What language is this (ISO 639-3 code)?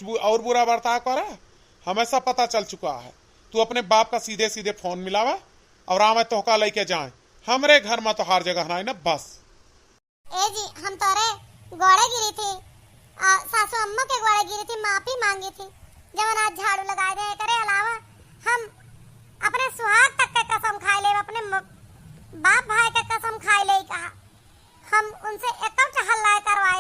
awa